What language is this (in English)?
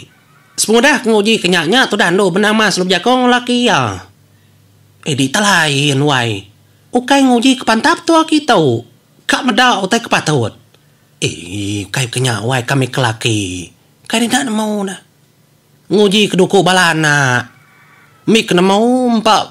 Iban